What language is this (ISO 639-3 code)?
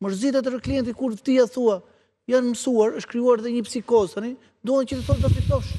sqi